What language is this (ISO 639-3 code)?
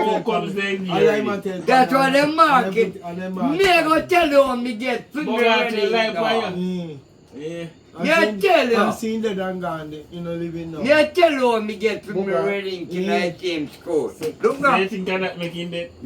jam